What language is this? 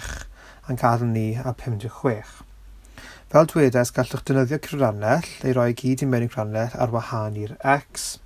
Welsh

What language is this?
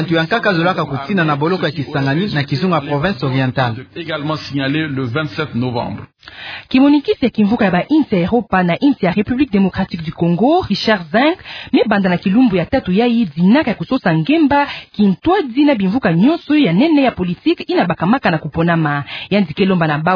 Kituba (Democratic Republic of Congo)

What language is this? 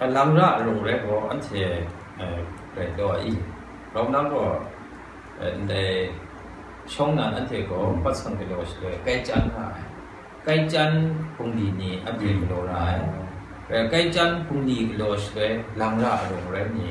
Kachin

